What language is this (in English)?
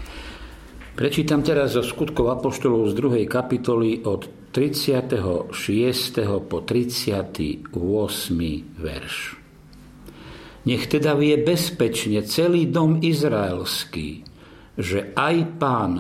Slovak